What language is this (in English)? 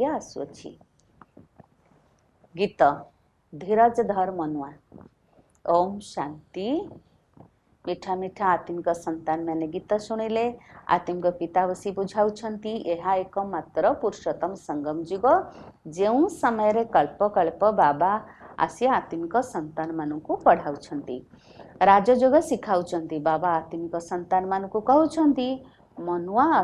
Odia